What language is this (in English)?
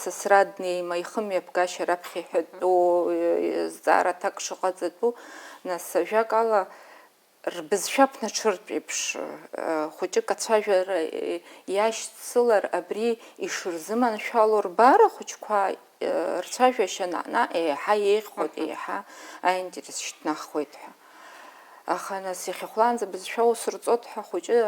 Abkhazian